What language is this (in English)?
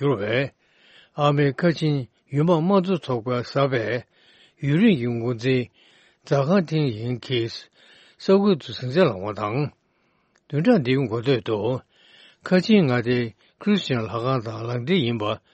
Tibetan